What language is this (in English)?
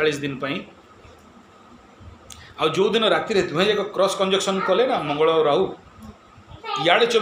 Odia